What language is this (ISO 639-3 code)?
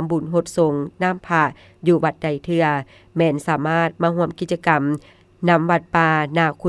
lao